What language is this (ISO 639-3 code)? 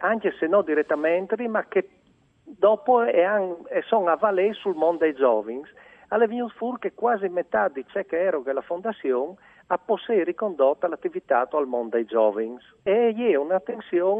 fur